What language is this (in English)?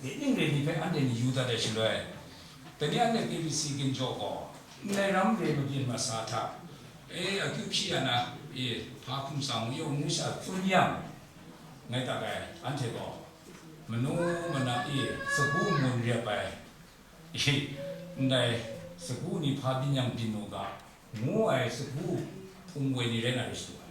Kachin